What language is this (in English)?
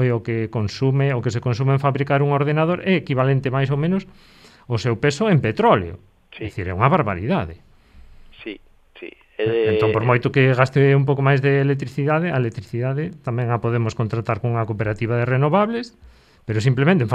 Galician